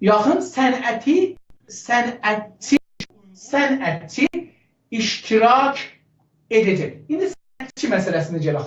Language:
South Azerbaijani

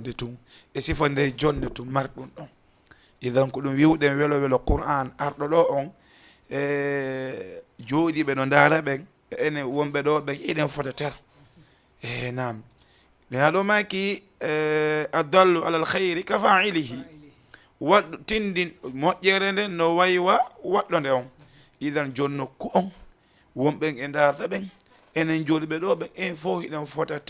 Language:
Fula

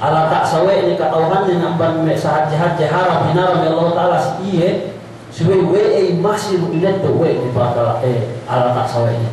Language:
Yakan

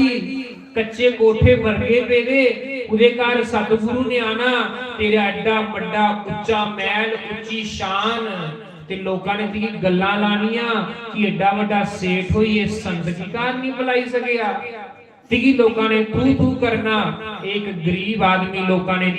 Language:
Dogri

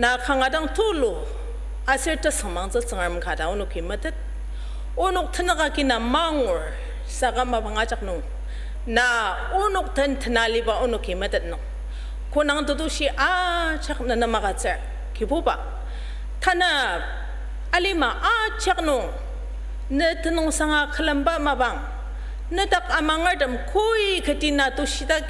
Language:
Ao Naga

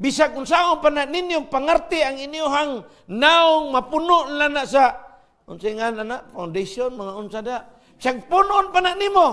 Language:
Cebuano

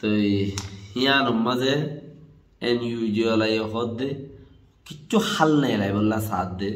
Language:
Rohingya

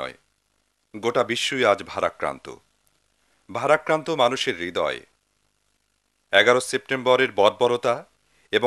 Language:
Bangla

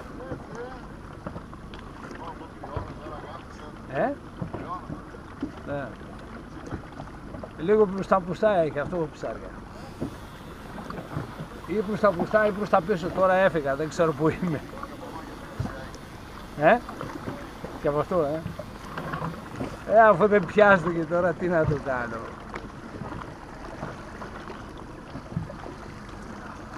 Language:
Greek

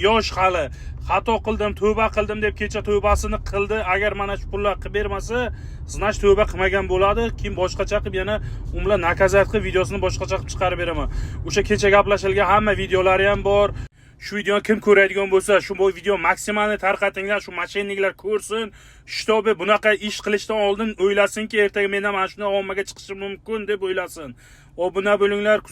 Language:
Uzbek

